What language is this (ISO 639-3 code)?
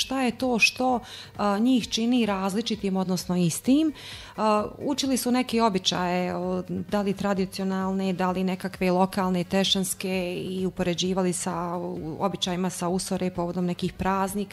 bos